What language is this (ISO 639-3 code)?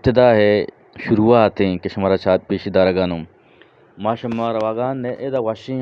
bgp